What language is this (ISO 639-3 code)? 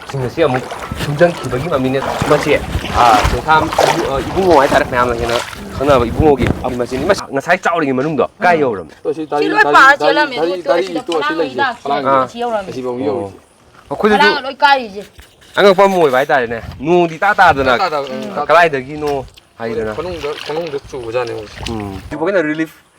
mni